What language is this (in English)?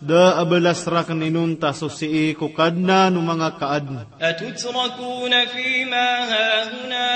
Maranao